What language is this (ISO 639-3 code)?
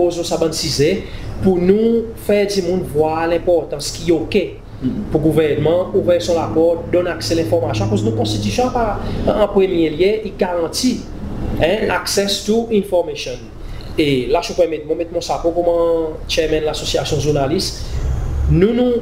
crs